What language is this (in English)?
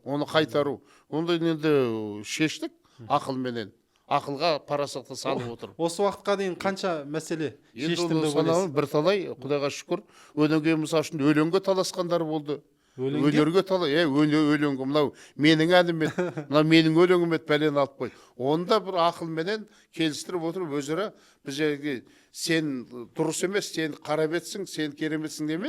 Kazakh